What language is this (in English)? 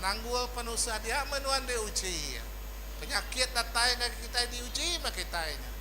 Iban